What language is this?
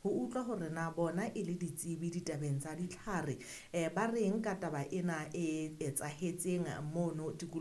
Southern Sotho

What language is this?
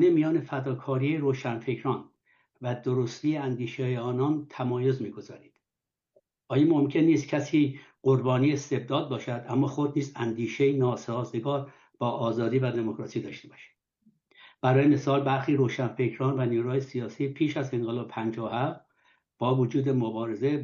Persian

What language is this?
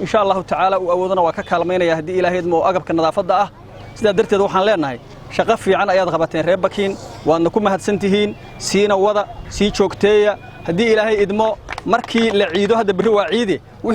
Somali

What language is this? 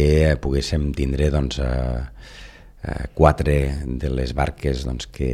Catalan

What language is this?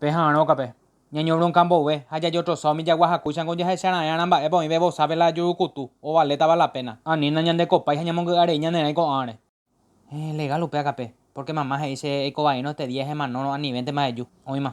Guarani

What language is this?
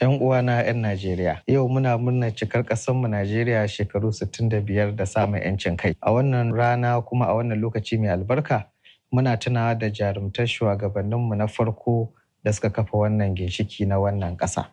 Hausa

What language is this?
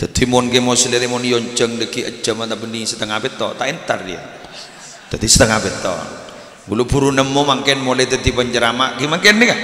Madurese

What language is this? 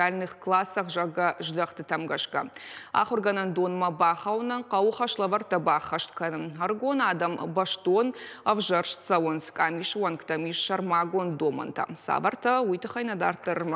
Ossetic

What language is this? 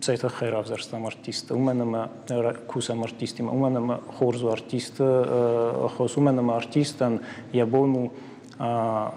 Ossetic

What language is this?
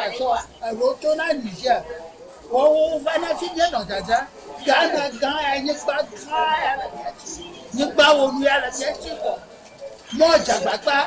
Ewe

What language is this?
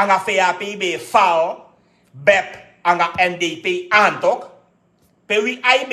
Sranan Tongo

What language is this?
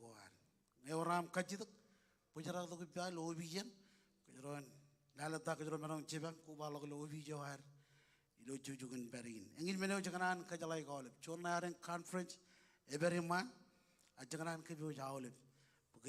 Marshallese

